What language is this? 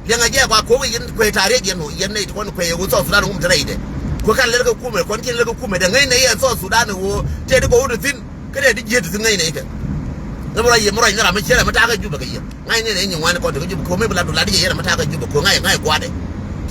Nuer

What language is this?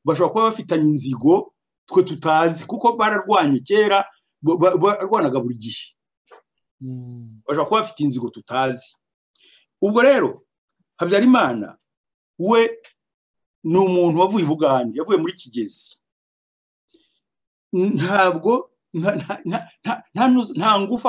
Kinyarwanda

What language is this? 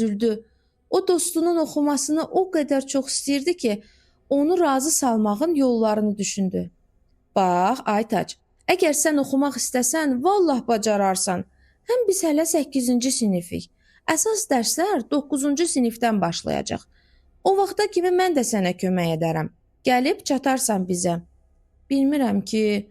Azerbaijani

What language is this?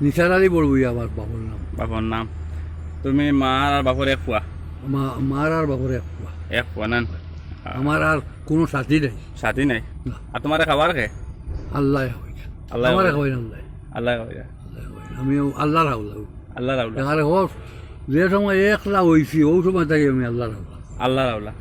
Sylheti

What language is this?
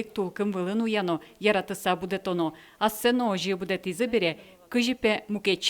Udmurt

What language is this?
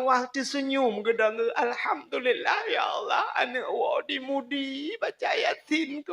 Achinese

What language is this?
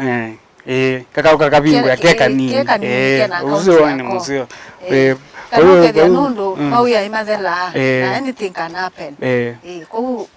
Kamba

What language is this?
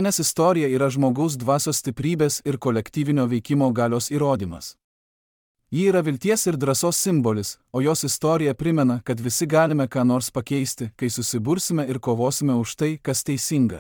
Lithuanian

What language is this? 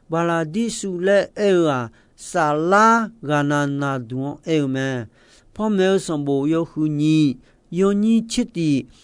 Akha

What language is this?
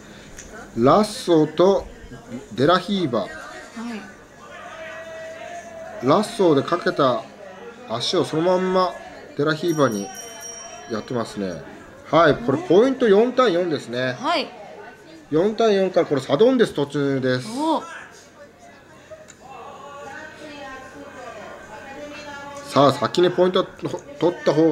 Japanese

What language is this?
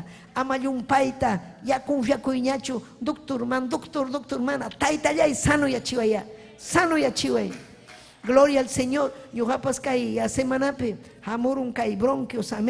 Ayacucho Quechua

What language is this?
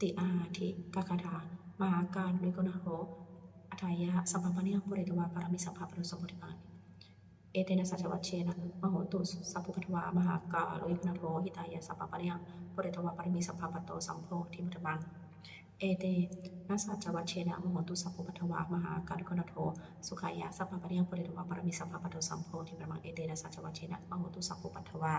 Pali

